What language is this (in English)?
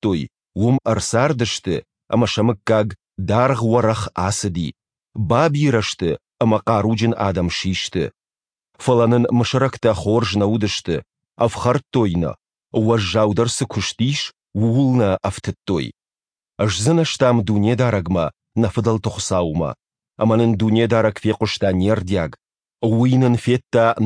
Ossetic